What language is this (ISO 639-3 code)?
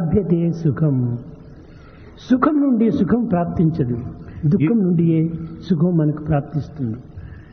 tel